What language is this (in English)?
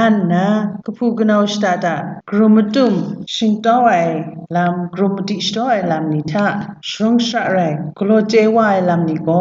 Kachin